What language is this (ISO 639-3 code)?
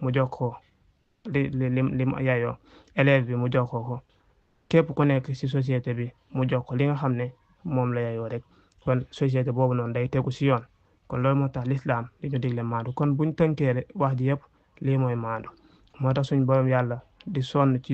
wol